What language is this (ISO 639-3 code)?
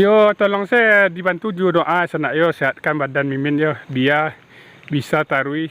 min